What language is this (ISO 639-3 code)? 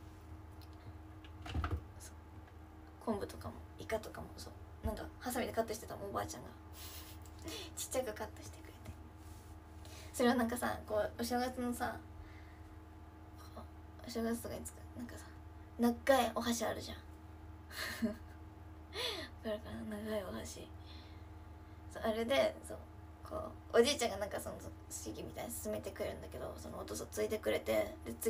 jpn